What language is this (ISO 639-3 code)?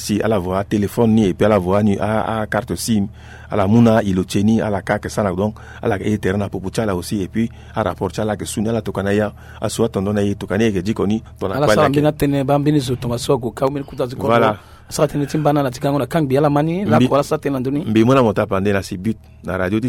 sag